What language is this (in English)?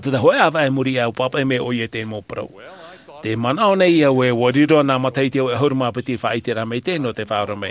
Tahitian